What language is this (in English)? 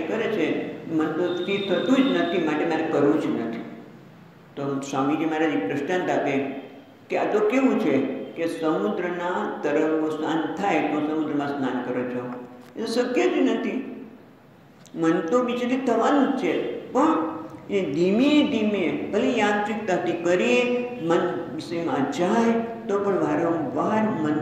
Gujarati